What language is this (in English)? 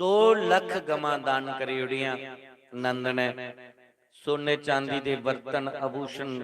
Dogri